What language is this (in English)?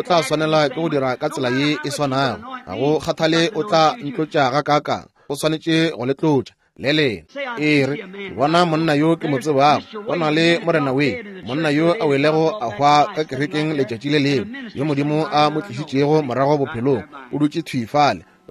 Northern Sotho